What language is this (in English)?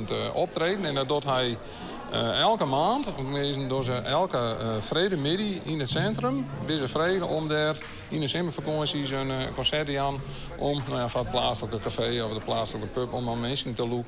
Western Frisian